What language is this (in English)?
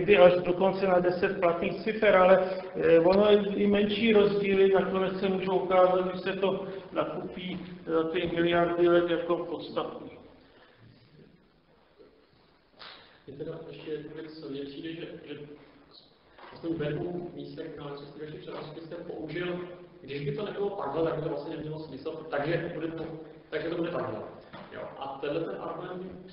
Czech